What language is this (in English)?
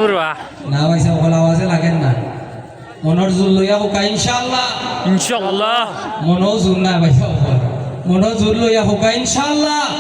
Sylheti